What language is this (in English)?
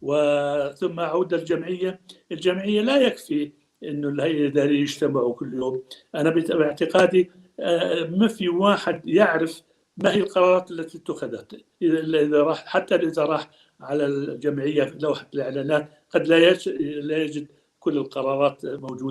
North Levantine Arabic